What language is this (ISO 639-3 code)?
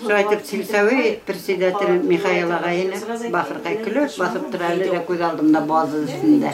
bak